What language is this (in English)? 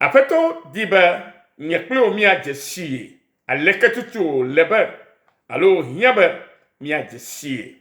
Ewe